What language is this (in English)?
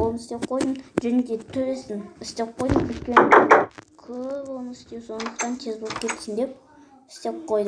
Kazakh